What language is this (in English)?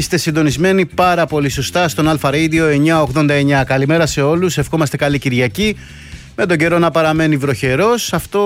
Greek